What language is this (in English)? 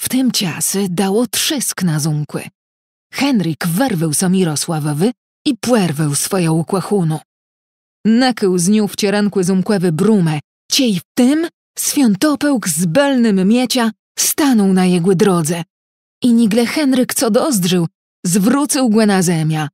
Kashubian